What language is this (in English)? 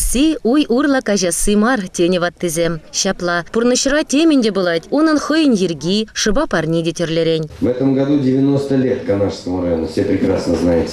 Chuvash